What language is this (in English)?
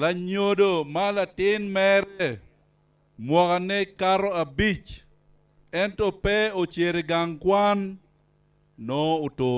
Acoli